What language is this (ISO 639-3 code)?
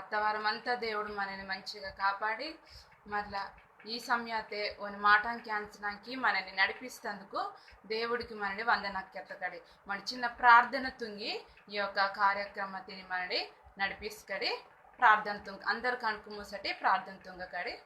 kff